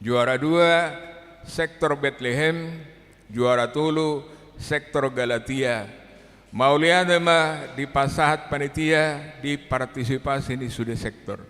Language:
Batak Toba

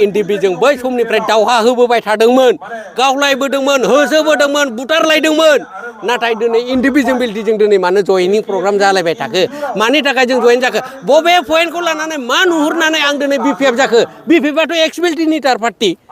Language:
Bodo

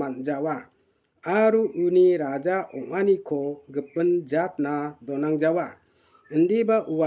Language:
Garo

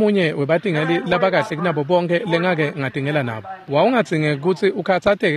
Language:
Swati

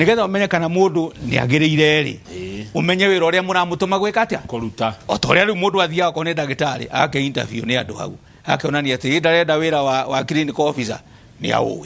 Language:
Kikuyu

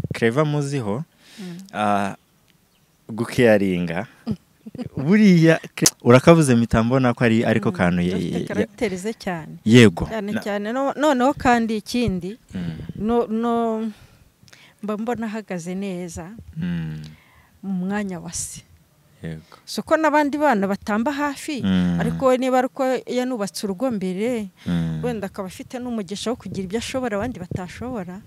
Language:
Kinyarwanda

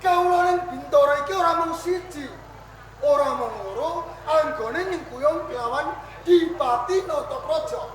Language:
Javanese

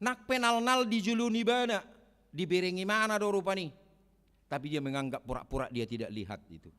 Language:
Batak Toba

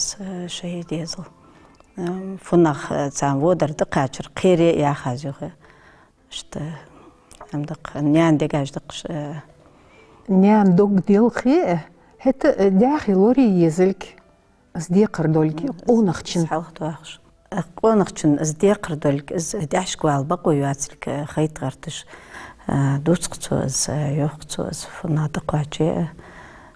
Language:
Ingush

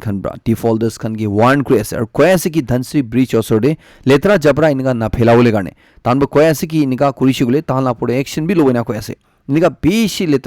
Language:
Naga Pidgin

